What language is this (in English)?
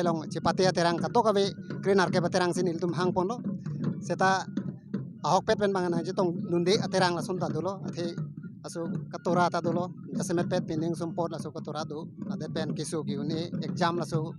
Karbi